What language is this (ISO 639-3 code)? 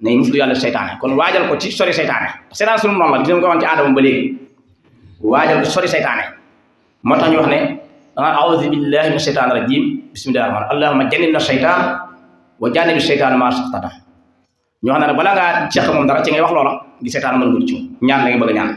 wol